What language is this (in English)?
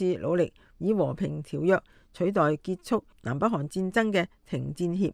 Cantonese